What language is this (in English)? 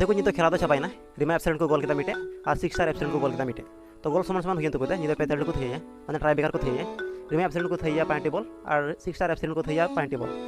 Santali